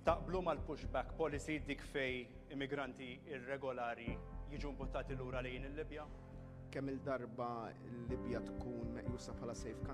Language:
Maltese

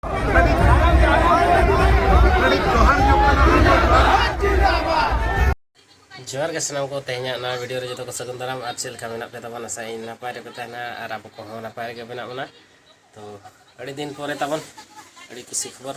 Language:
Santali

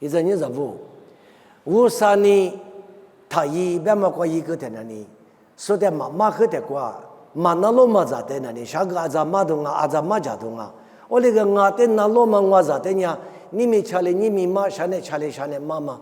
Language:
Lisu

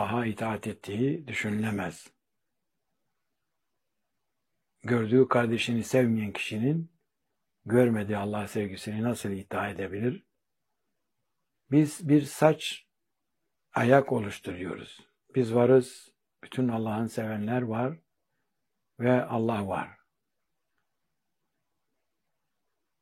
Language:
Turkish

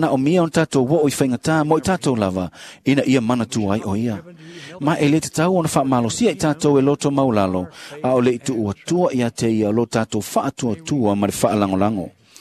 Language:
Samoan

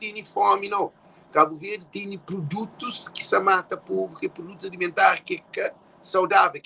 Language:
Kabuverdianu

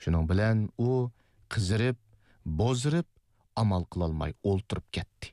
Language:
Uyghur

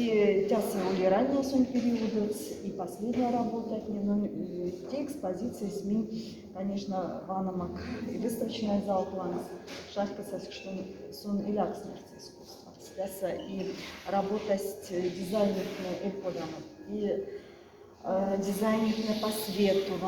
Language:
Moksha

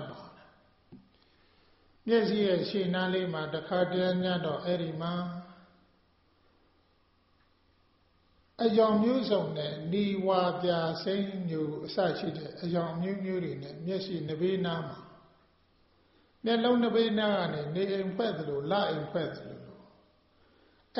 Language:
Burmese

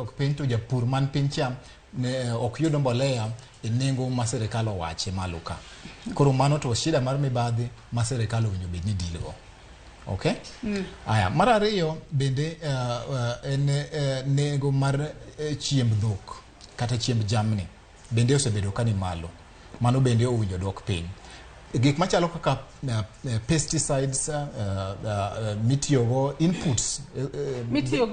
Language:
Luo (Kenya and Tanzania)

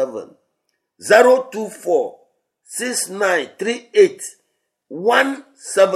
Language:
Ewe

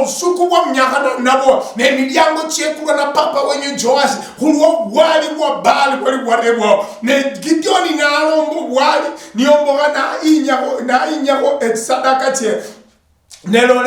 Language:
Luyia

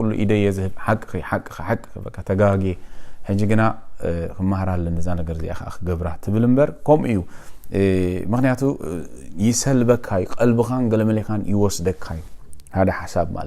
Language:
Tigrinya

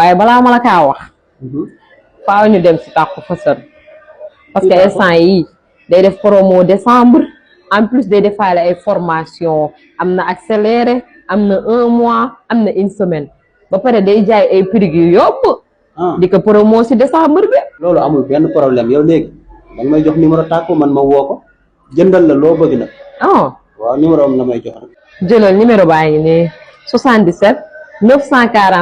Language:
Wolof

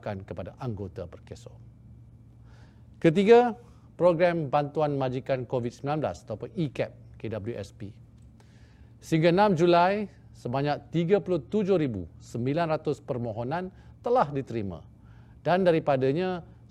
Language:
Malay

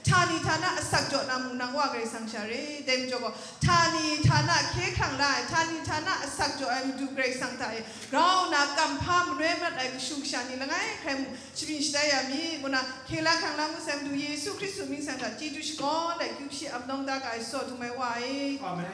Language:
Kachin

